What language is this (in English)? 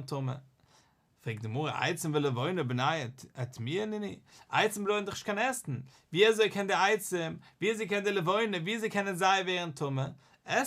Yiddish